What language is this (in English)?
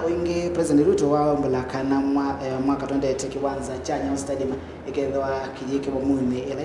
Kamba